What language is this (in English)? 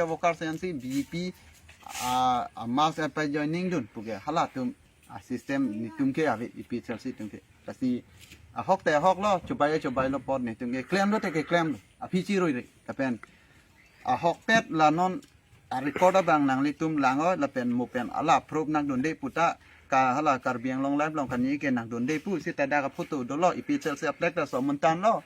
Karbi